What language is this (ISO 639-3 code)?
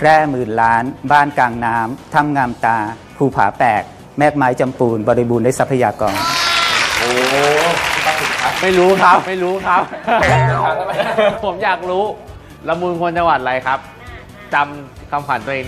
tha